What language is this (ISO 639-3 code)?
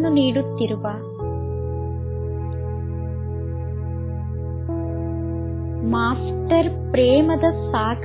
kan